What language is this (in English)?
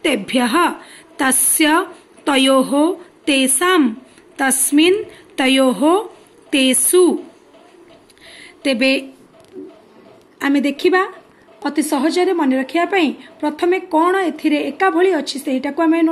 Odia